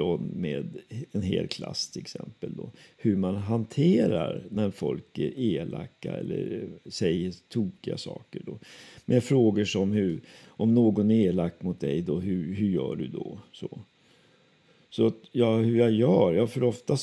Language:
Swedish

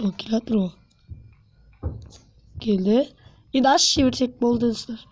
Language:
Kazakh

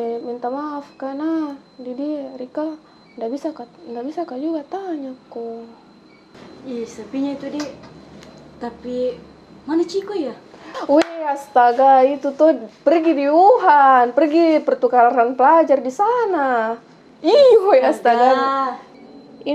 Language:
Makassar Malay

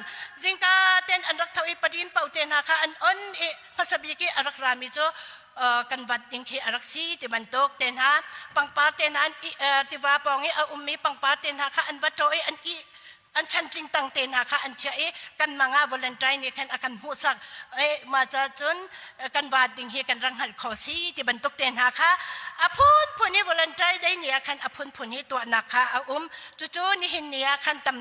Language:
Hakha Chin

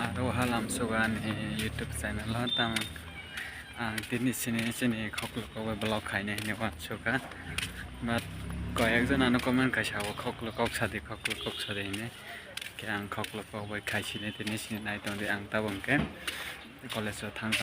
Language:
Kok Borok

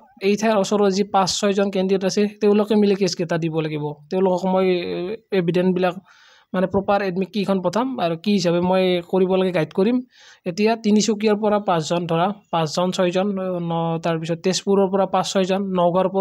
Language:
Assamese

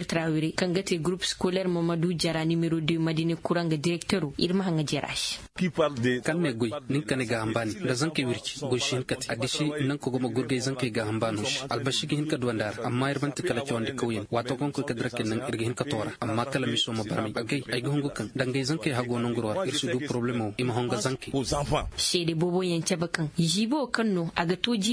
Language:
Koyraboro Senni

